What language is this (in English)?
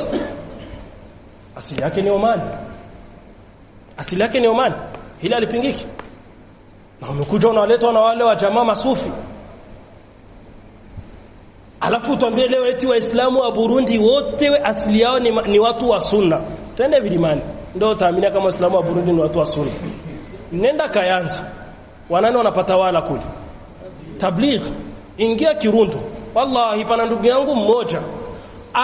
Swahili